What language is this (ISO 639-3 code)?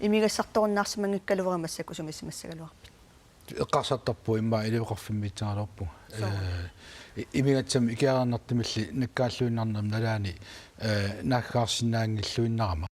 kal